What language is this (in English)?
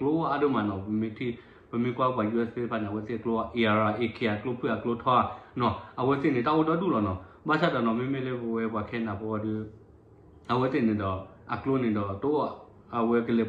S'gaw Karen